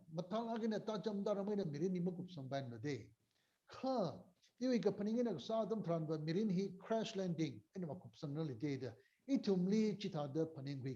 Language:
Tangkhul Naga (India)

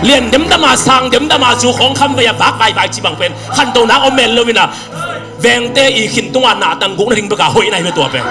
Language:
Tedim Chin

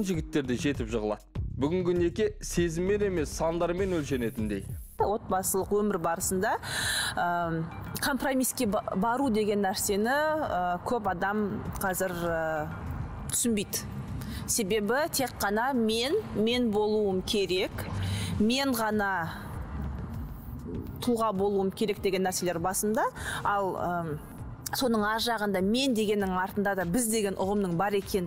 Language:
Kazakh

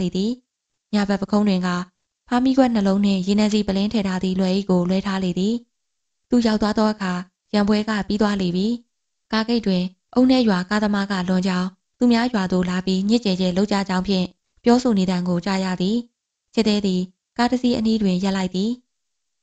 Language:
Burmese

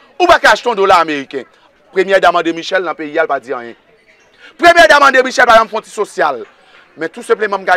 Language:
Haitian Creole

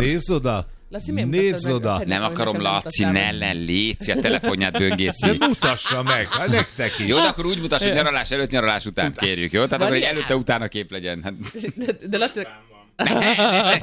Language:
Hungarian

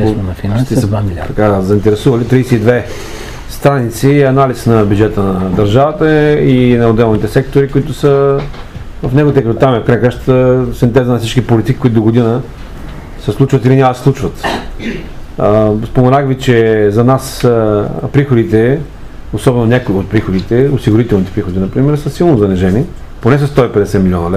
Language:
Bulgarian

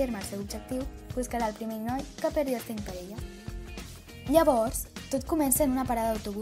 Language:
Catalan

